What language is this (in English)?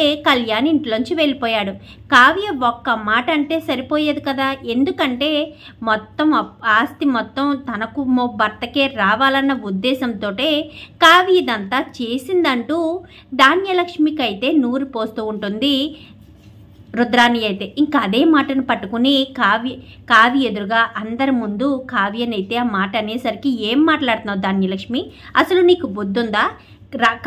Telugu